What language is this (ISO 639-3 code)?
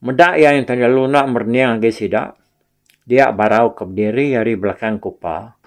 iba